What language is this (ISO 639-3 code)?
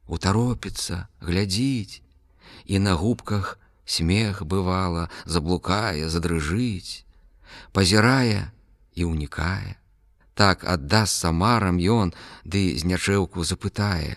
bel